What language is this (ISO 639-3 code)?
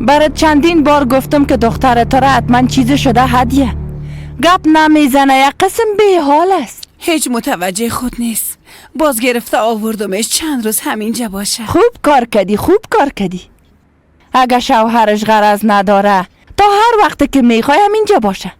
fas